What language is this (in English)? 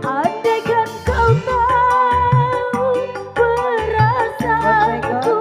Betawi